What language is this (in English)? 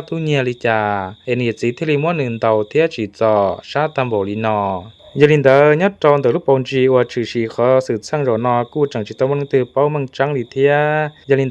Hmong